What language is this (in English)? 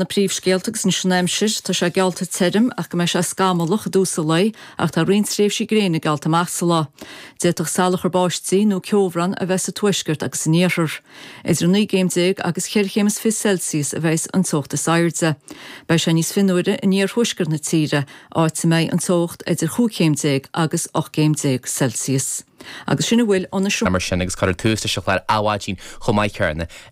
Irish